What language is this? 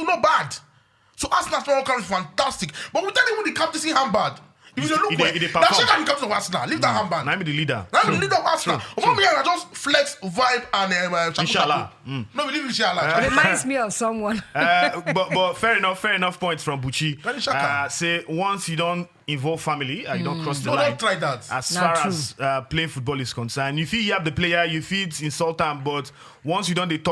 Nigerian Pidgin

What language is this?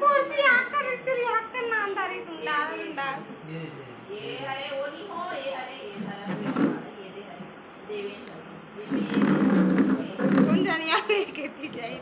Chhattisgarhi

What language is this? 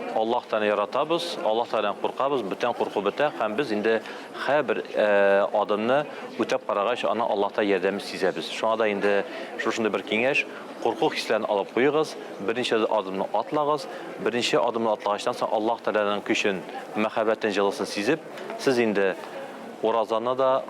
Tatar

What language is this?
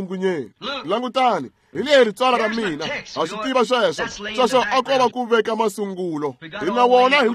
Tsonga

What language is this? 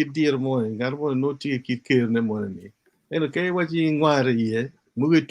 Acoli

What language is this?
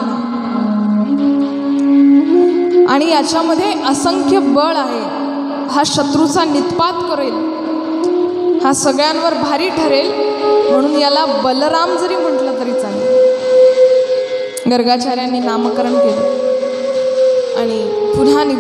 Marathi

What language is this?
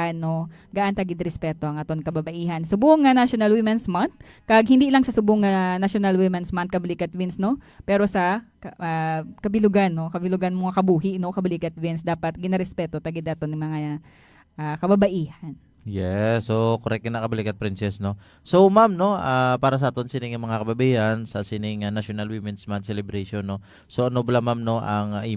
Hiligaynon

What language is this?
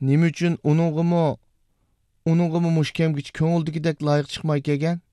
Uyghur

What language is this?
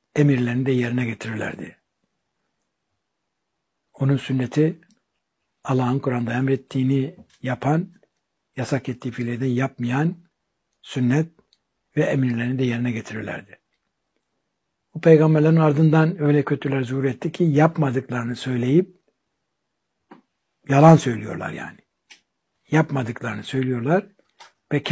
Turkish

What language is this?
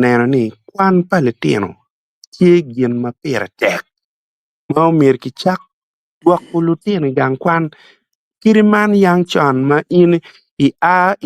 Acoli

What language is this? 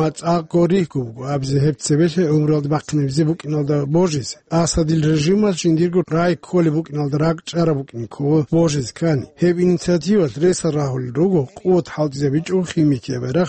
Avaric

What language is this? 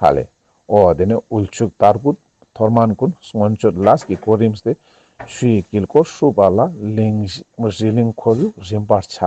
Ladakhi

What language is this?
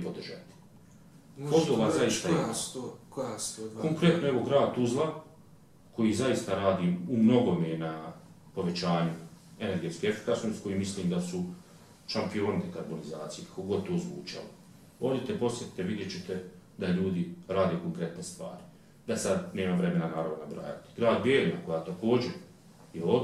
Bosnian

